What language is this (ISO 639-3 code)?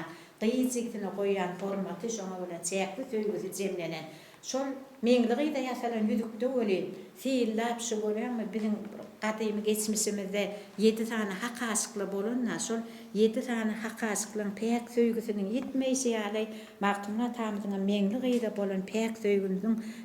tuk